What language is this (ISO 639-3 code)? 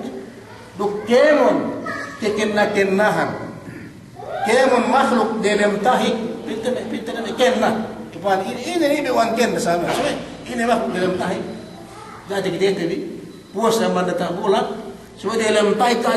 yka